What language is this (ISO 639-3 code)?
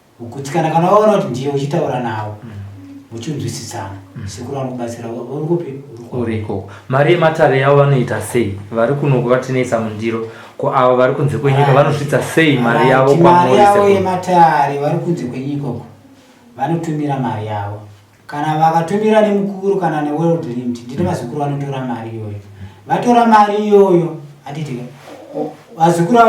sna